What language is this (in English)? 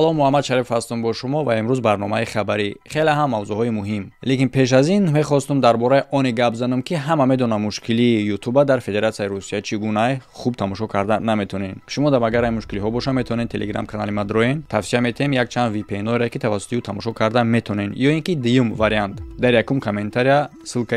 Tajik